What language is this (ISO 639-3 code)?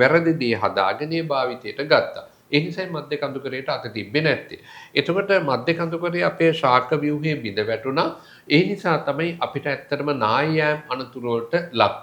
sin